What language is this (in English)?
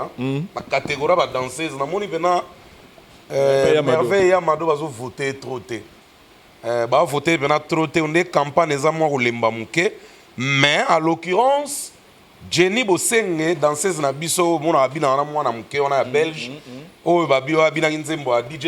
Lingala